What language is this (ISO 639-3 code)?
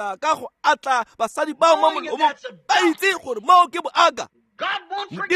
tsn